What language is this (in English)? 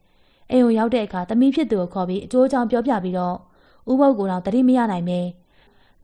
Burmese